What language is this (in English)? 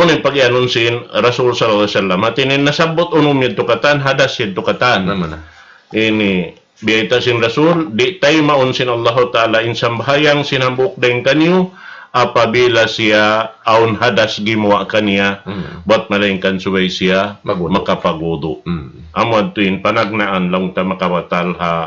Tausug